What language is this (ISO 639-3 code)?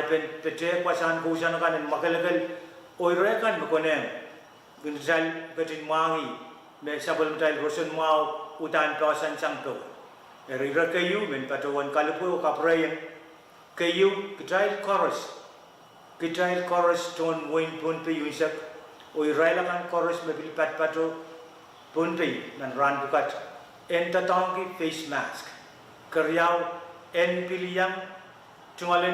pon